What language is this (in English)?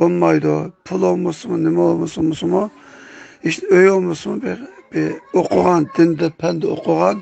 Uyghur